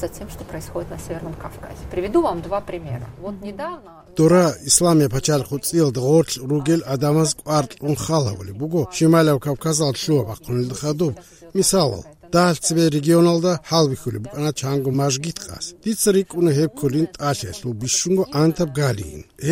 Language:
Avaric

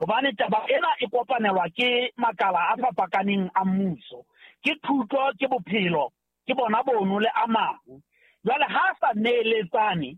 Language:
Southern Sotho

